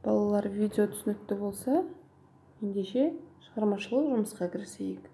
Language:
Kazakh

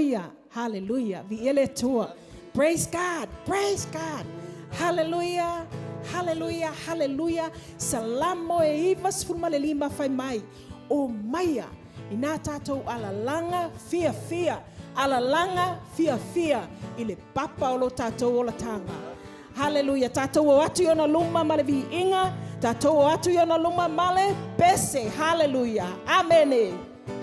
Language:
Samoan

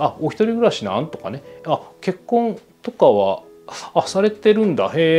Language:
Japanese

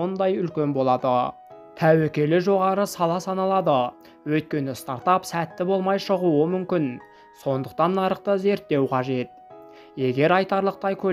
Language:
Kazakh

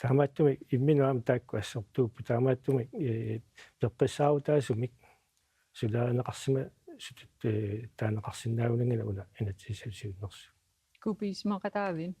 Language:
Kalaallisut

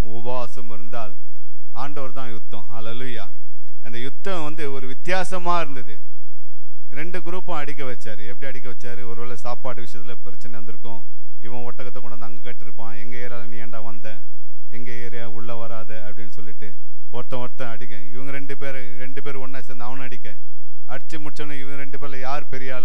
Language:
Tamil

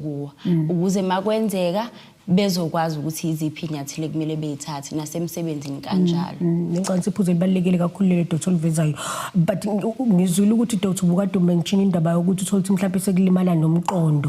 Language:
Zulu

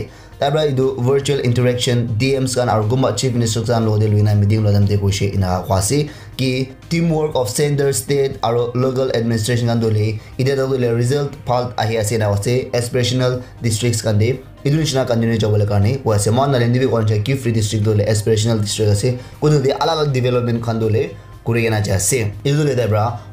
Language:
Naga Pidgin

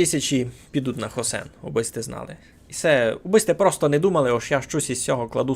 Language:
Rusyn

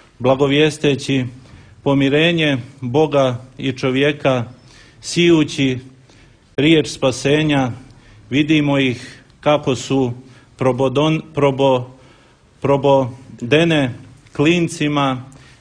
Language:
Croatian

